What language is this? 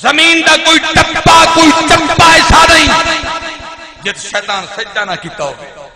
Saraiki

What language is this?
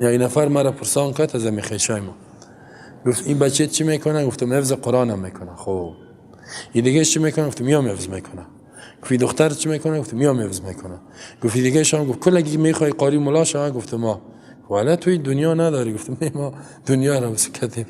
Persian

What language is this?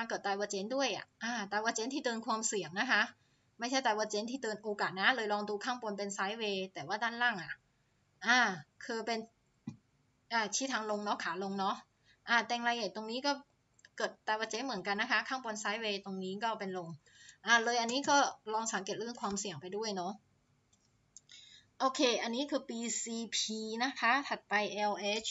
Thai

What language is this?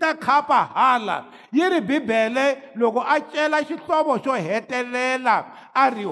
Tsonga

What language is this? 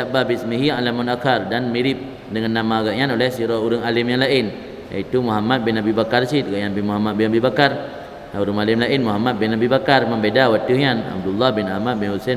Achinese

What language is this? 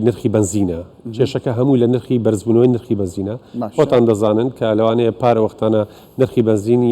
Central Kurdish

